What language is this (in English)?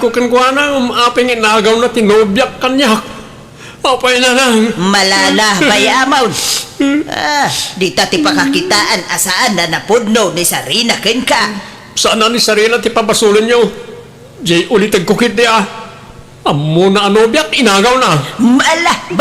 Iloko